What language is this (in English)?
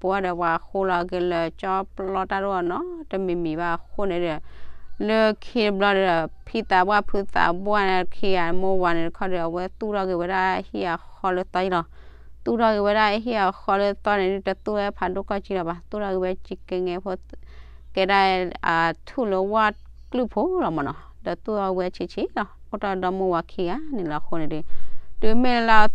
S'gaw Karen